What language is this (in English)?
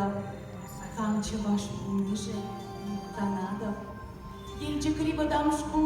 Chuvash